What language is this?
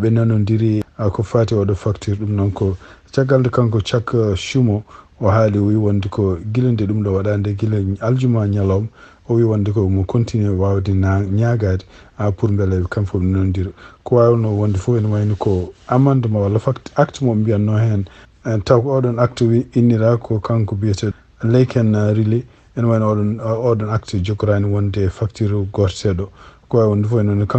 Fula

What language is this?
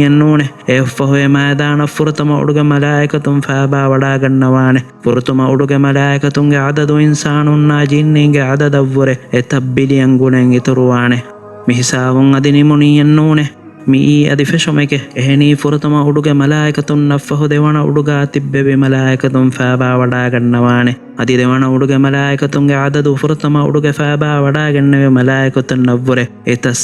Divehi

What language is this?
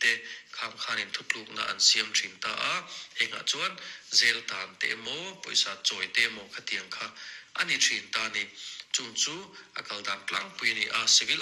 Mizo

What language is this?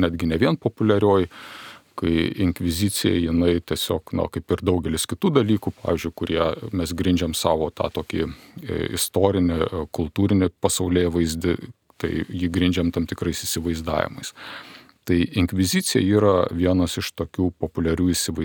Lithuanian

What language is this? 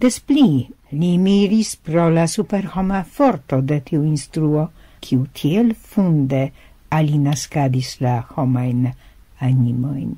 Esperanto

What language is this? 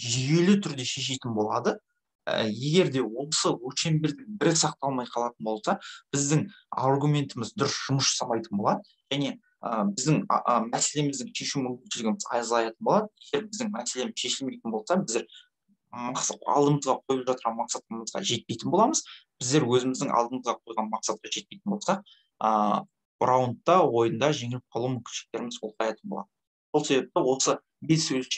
Kazakh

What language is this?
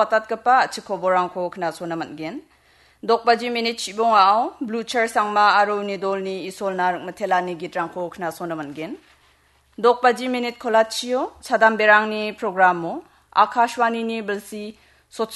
Garo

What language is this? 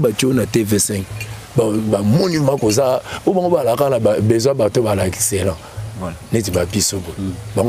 Lingala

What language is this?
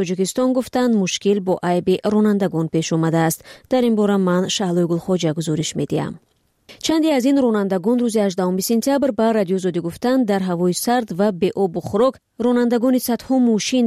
Tajik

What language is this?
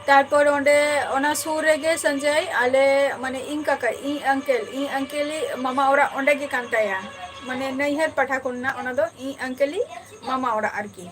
Santali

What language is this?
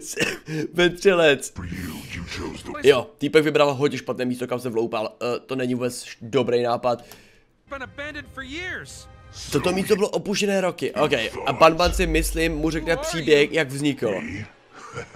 Czech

